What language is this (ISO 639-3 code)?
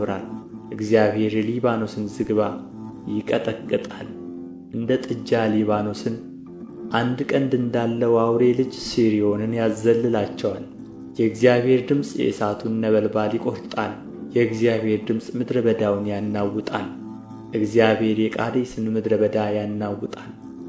amh